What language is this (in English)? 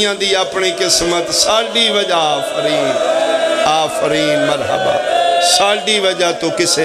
Pahari-Potwari